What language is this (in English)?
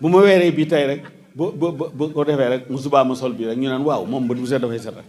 Wolof